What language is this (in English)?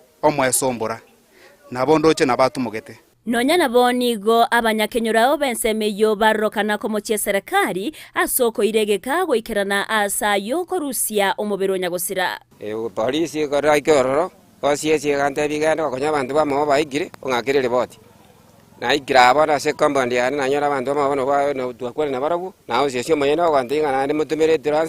Gusii